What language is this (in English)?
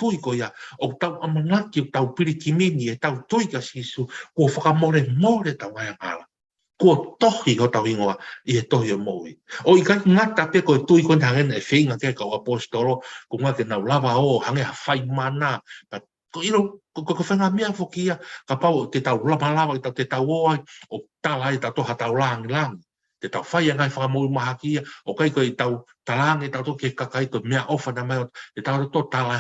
Tongan